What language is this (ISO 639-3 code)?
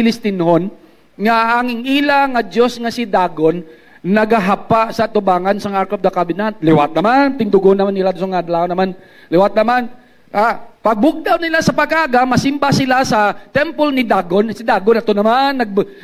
hil